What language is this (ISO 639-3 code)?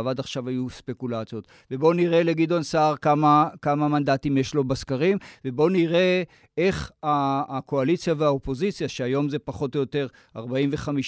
heb